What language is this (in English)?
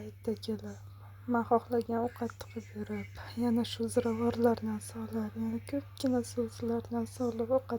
Uzbek